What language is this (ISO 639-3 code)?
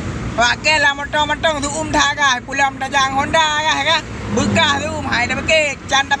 ace